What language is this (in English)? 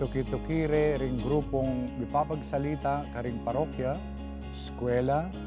Pampanga